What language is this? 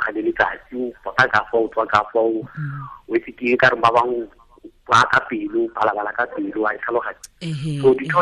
Tswana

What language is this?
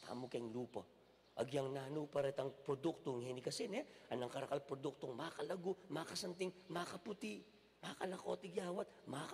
Pampanga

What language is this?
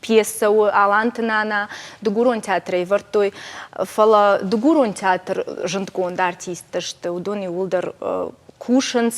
Ossetic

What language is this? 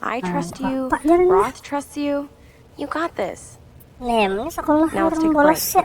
Banjar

